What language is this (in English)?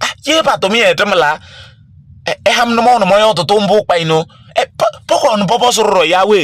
Kabiyè